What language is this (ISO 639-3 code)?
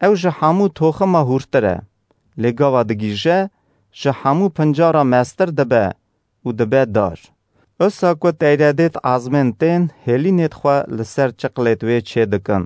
kur